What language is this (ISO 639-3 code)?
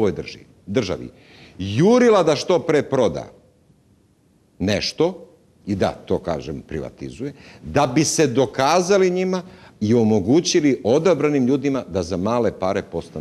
srp